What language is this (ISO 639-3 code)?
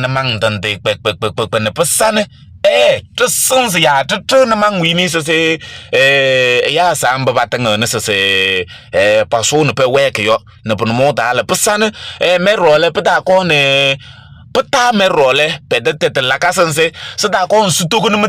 kbp